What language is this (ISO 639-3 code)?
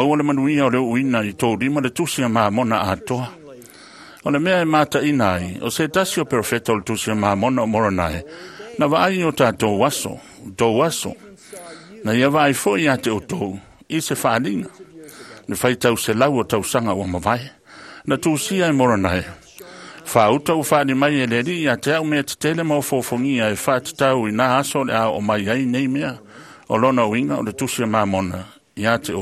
smo